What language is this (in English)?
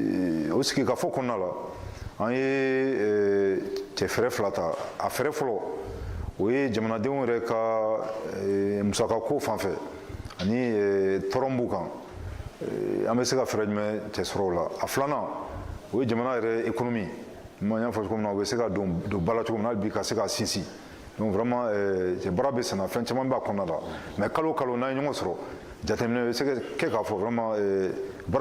Bambara